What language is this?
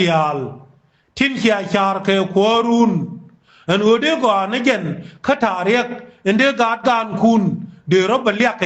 Nuer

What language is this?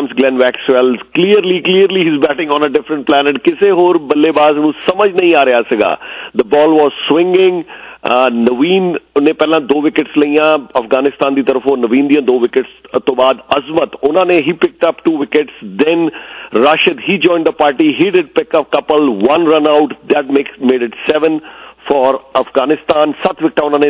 Punjabi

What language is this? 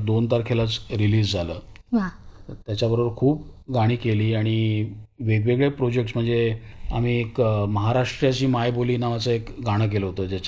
Marathi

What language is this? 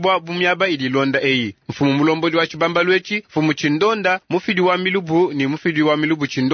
Luba-Lulua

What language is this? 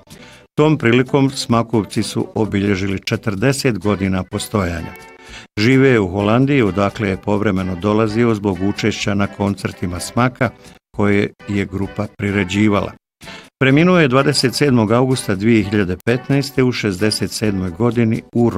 Bosnian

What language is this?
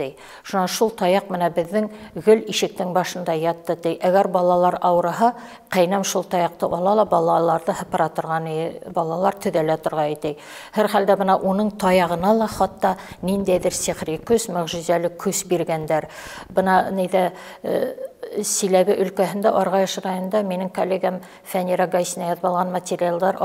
Bashkir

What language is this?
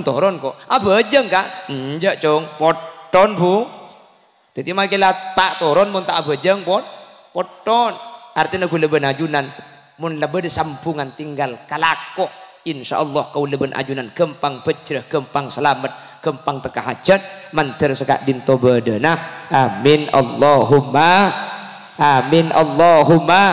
Madurese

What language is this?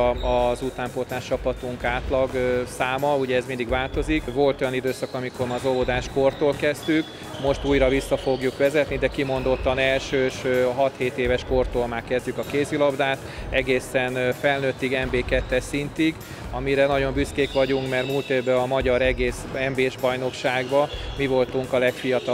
Hungarian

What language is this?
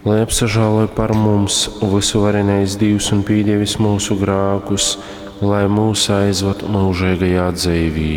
Latgalian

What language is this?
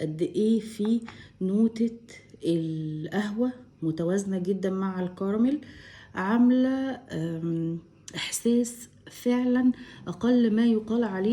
Egyptian Arabic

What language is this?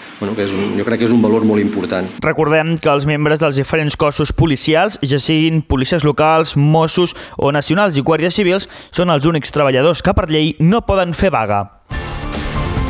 Catalan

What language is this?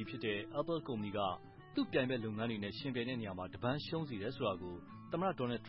Burmese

